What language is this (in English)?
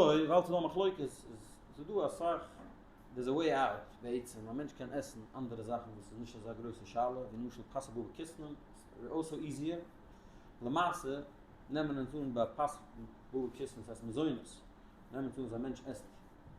Yiddish